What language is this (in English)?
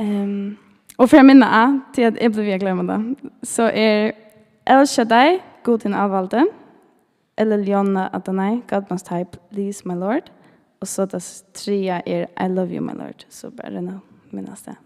Faroese